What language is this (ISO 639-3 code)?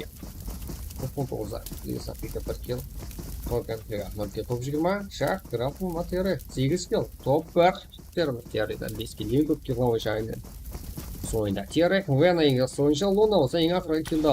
kaa